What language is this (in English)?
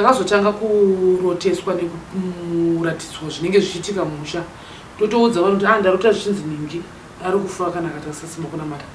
Shona